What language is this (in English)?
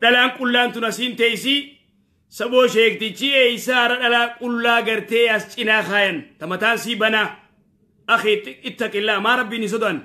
Oromo